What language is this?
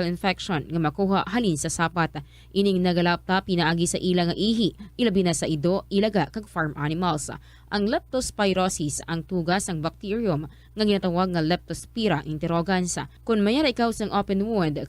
Hiligaynon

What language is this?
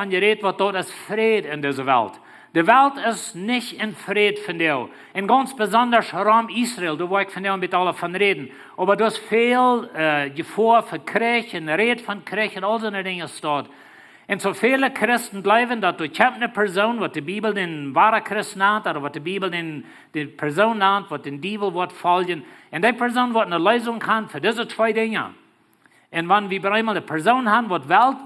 Plautdietsch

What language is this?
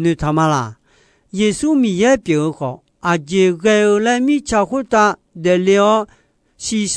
Akha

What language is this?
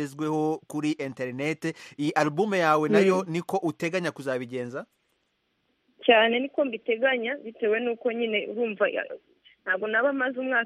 Kinyarwanda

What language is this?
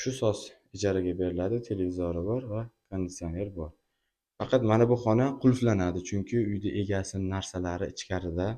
Uzbek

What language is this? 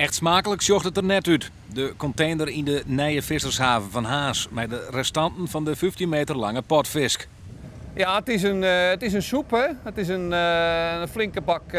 Western Frisian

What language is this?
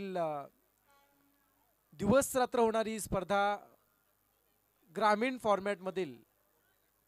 Marathi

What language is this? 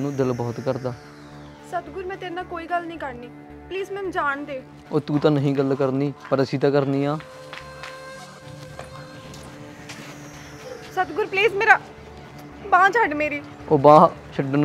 Punjabi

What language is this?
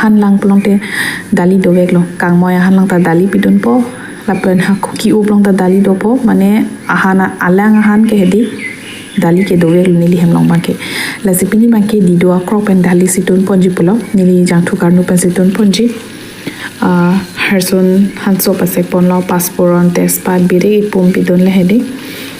Karbi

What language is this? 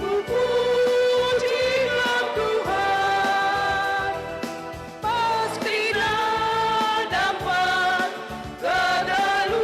Batak Karo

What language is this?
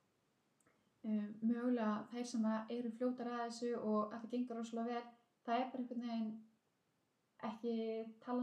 Icelandic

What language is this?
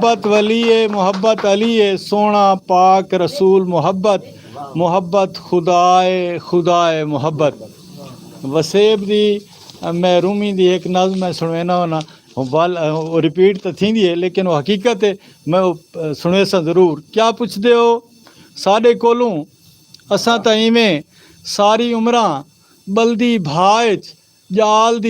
Saraiki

